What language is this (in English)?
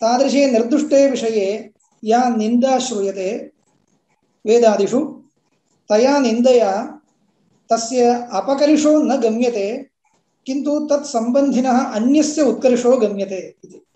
Sanskrit